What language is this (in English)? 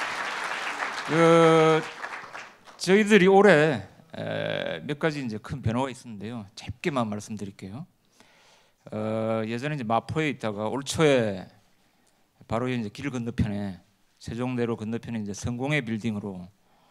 Korean